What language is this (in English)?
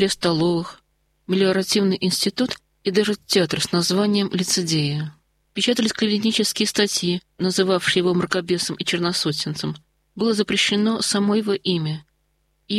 Russian